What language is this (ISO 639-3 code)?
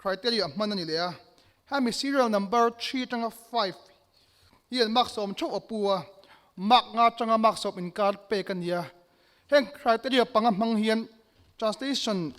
lus